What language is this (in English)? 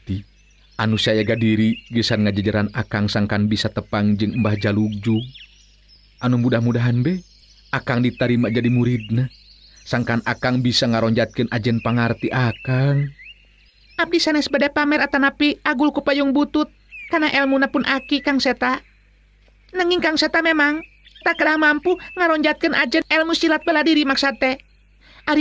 Sundanese